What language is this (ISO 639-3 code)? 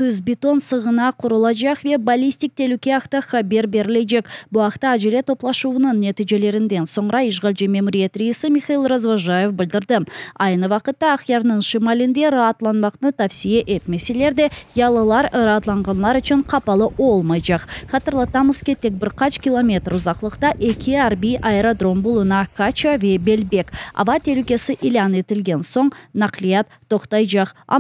crh